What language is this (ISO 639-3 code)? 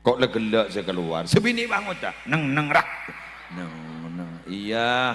mad